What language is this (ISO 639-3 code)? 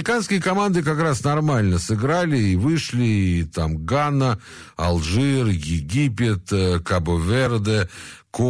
rus